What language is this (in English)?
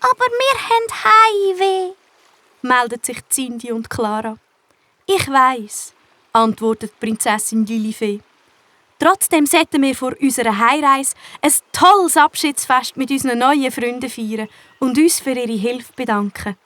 Swiss German